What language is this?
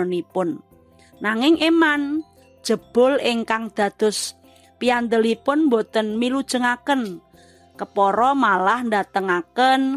Javanese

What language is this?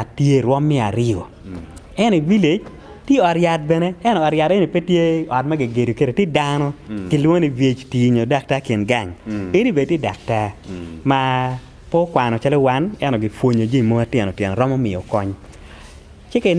Acoli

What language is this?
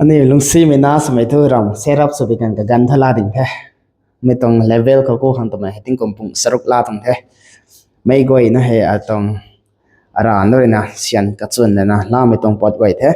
Rongmei Naga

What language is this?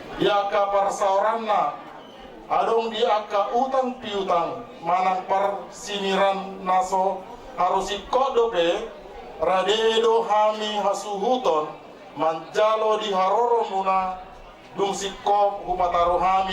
Batak Toba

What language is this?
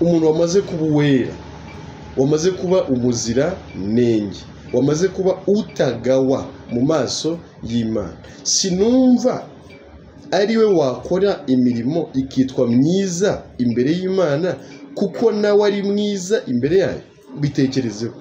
Kinyarwanda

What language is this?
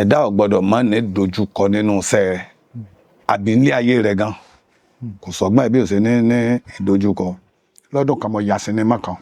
Yoruba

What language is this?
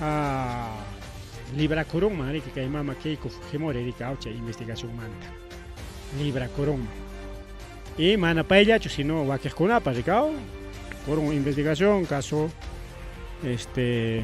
Ayacucho Quechua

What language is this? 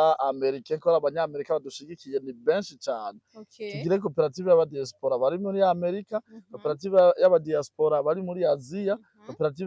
Rundi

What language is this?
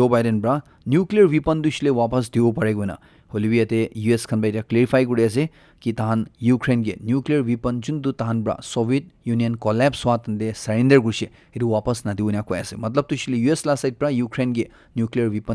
Naga Pidgin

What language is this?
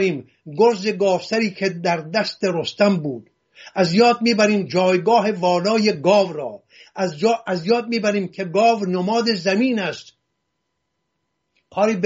Persian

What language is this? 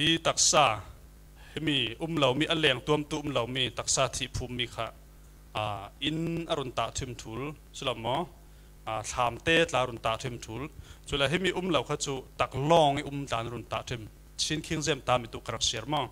Falam Chin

